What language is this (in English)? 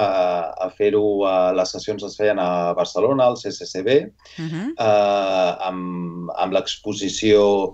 Catalan